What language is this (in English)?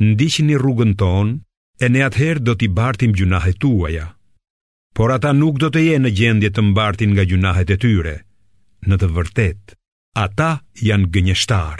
Albanian